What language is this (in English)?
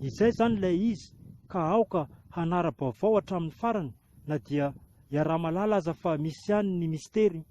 Malagasy